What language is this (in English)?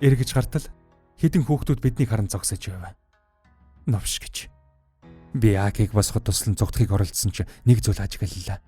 Mongolian